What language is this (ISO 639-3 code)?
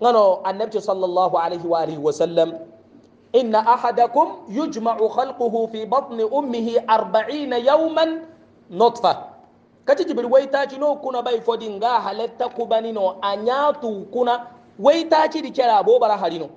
hau